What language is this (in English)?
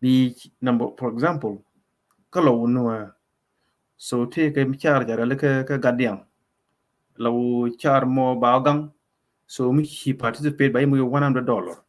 Nuer